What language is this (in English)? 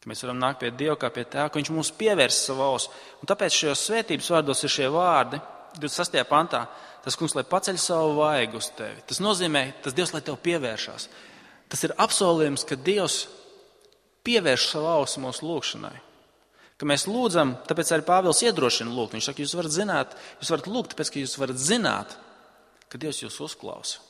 Latvian